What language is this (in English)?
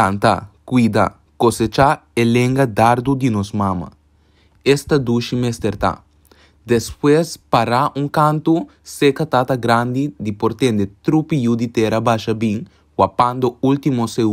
Papiamento